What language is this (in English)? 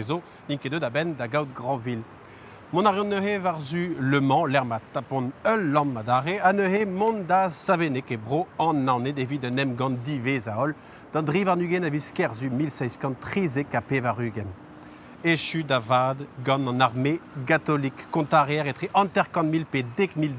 Breton